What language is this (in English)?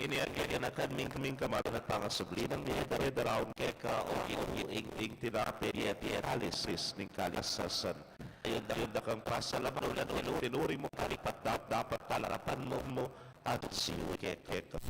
Pampanga